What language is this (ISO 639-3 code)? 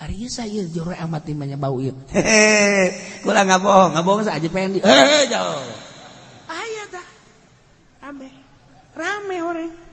sun